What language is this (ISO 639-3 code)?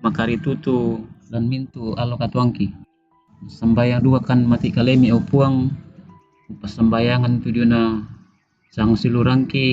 sda